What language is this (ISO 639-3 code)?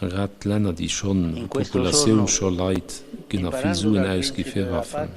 ltz